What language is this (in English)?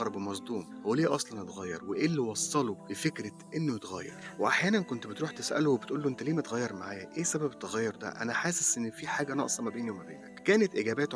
Egyptian Arabic